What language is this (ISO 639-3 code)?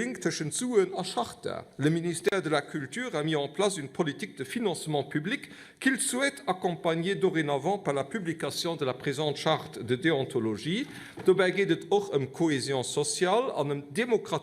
ltz